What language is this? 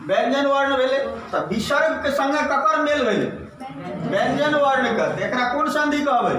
Maithili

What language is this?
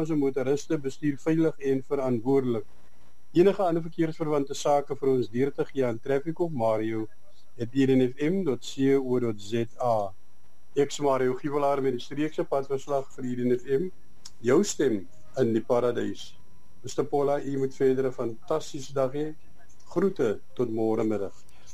Afrikaans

